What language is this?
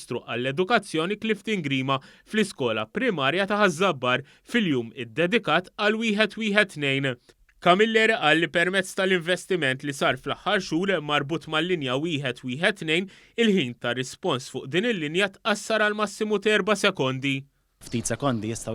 Maltese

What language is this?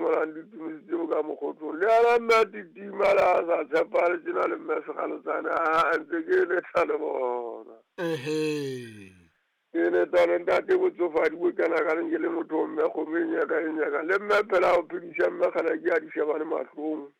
Southern Sotho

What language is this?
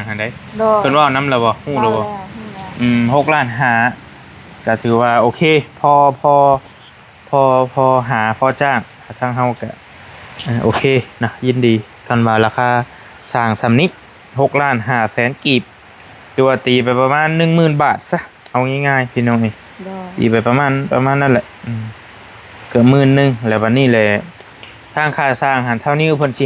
Northeastern Thai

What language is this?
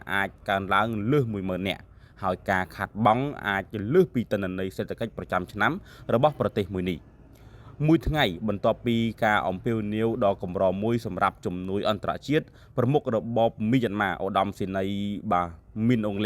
Khmer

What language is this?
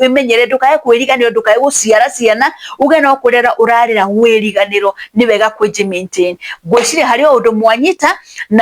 Kikuyu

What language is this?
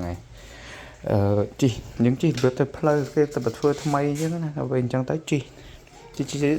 Khmer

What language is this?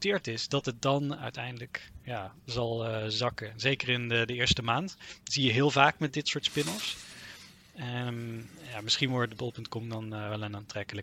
Dutch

